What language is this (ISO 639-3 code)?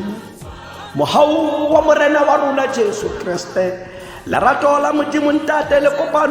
tsn